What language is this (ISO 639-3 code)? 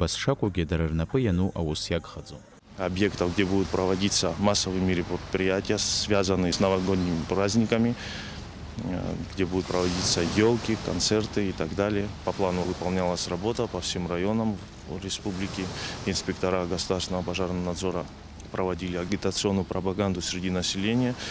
abk